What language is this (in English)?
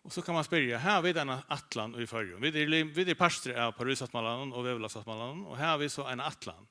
Faroese